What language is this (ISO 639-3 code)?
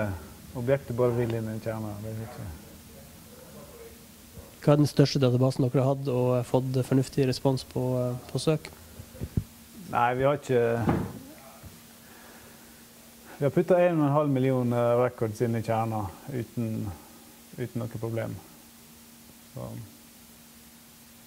nor